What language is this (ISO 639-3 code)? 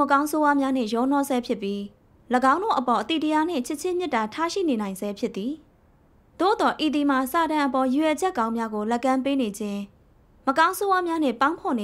mya